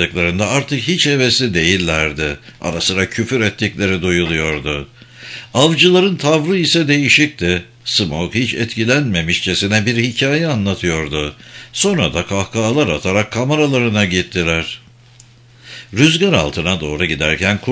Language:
Turkish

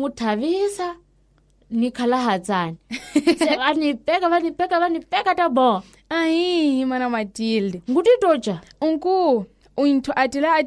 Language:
Tsonga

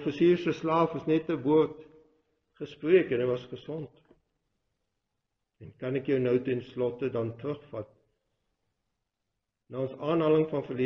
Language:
Afrikaans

